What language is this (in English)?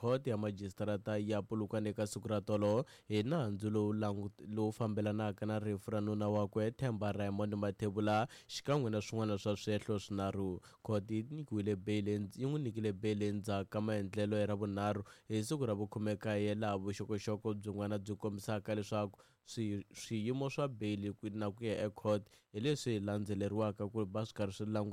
Tsonga